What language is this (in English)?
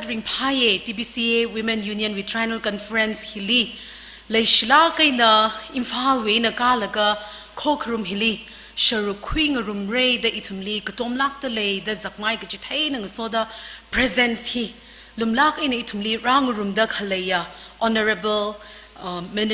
Tangkhul Naga (India)